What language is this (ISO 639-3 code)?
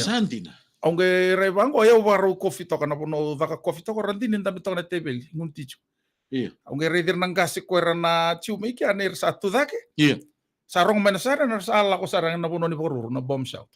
fij